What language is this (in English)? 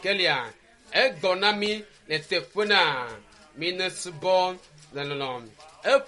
Ewe